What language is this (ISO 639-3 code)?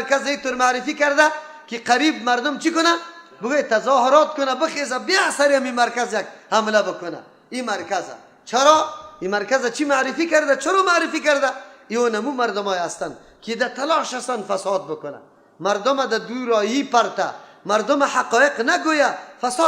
fas